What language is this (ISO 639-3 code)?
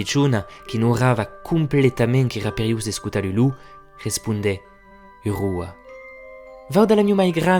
oci